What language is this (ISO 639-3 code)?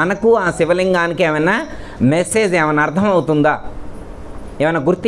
tel